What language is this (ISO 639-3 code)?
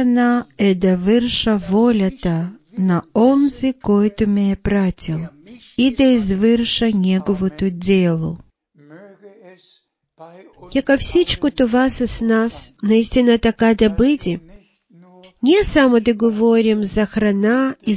bul